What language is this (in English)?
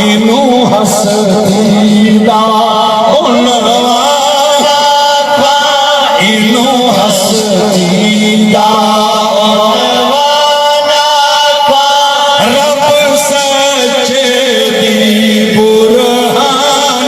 Saraiki